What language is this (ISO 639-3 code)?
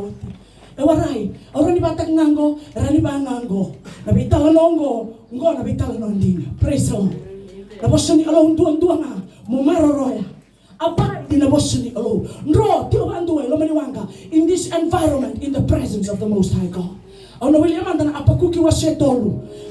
fij